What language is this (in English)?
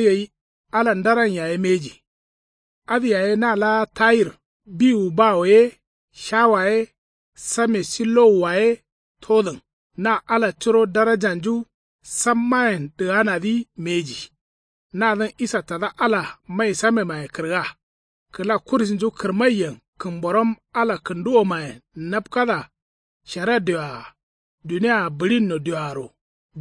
Kanuri